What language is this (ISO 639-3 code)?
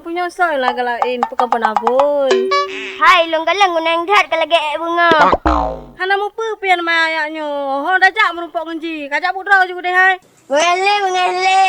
ace